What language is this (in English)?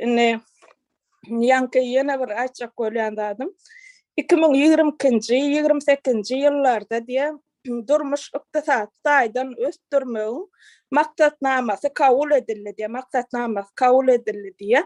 Turkmen